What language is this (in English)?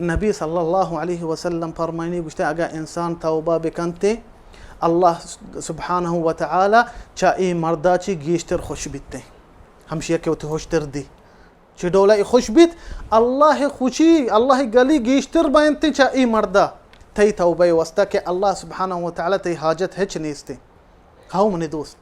Baluchi